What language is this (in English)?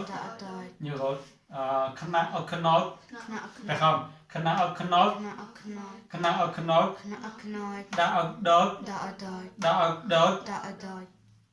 Mon